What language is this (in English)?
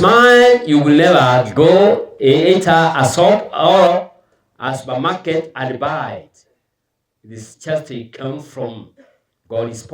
Gusii